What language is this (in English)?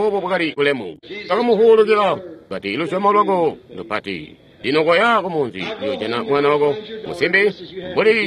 Tonga (Zambia)